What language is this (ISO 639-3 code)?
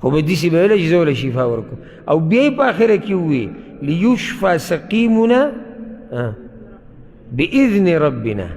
pus